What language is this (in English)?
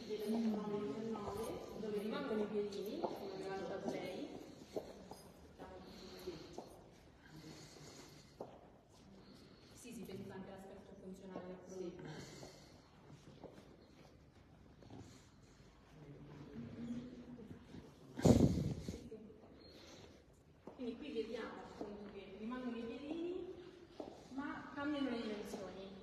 Italian